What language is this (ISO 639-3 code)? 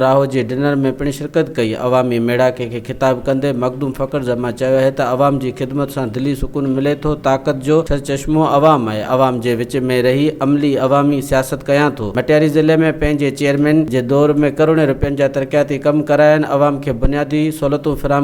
snd